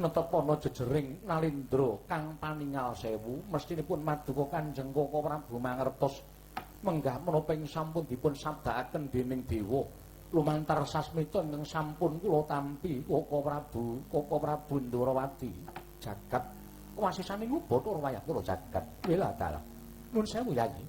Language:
Javanese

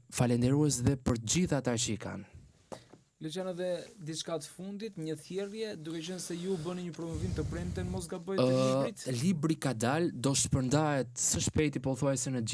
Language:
Albanian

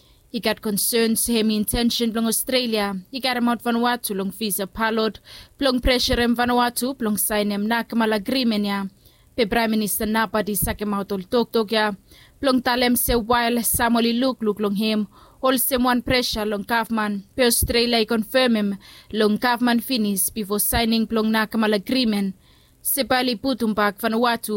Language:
Bislama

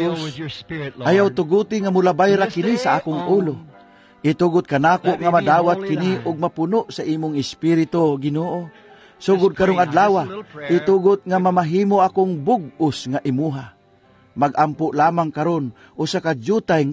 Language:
Cebuano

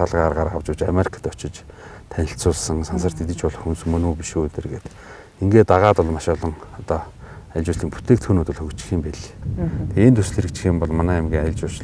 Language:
Mongolian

